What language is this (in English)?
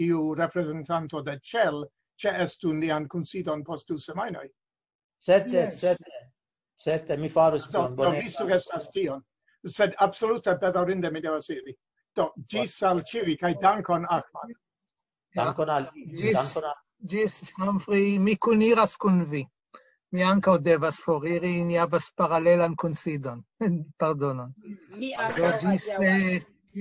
Esperanto